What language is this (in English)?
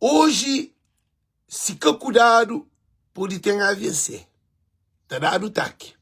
Kabuverdianu